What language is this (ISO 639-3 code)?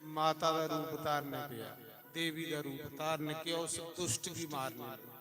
doi